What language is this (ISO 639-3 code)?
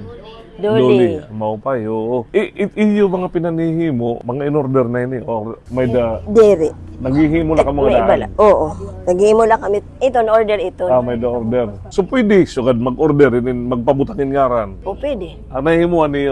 war